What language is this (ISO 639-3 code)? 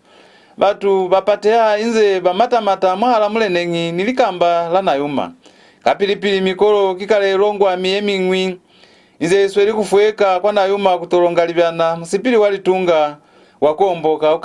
loz